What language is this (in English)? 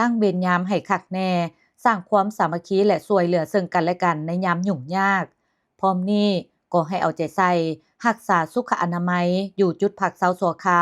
Lao